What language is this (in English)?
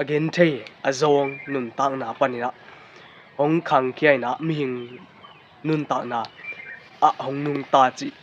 Tedim Chin